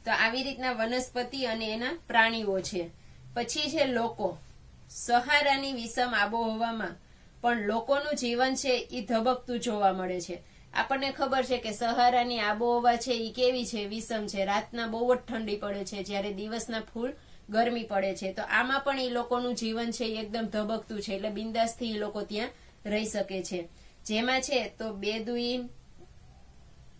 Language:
Gujarati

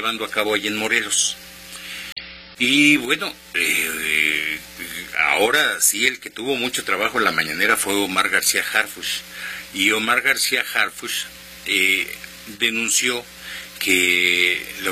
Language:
Spanish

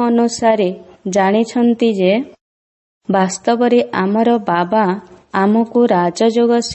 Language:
Odia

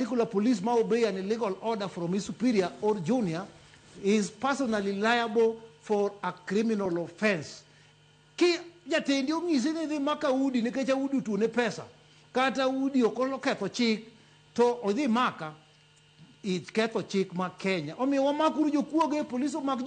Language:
Luo (Kenya and Tanzania)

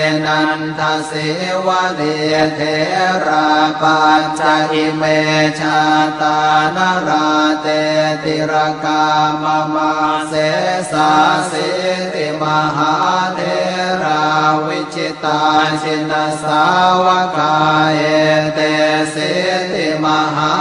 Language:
Pali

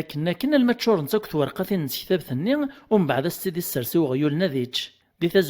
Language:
Kabyle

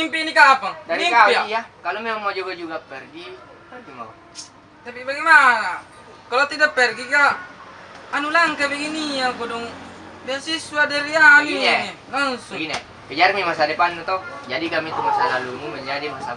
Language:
Makassar Malay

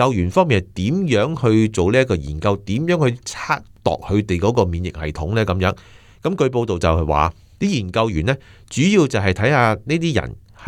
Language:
Cantonese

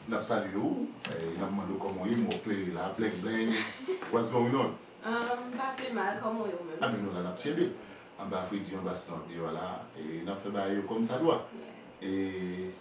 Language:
Haitian Creole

